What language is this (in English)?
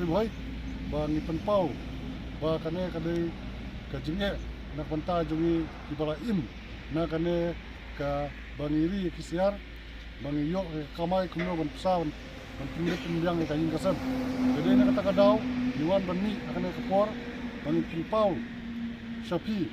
Khasi